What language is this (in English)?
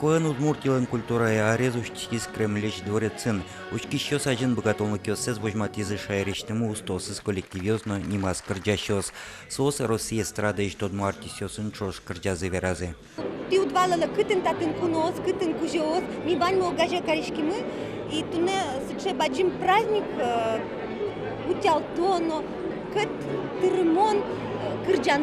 Udmurt